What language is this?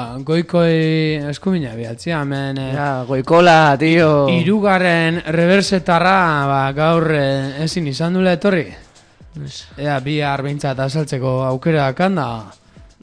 Basque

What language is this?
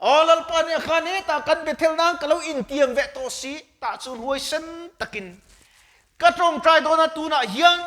Mizo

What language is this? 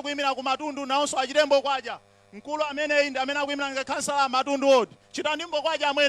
Nyanja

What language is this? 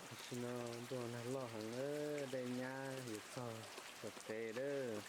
Hmong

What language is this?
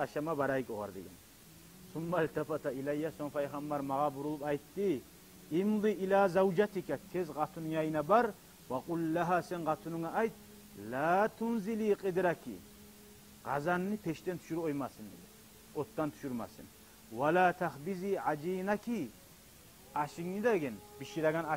Kumyk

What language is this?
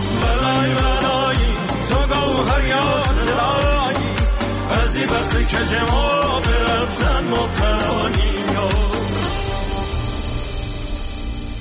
Persian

